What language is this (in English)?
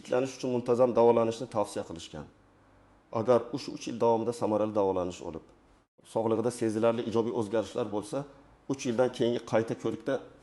Uzbek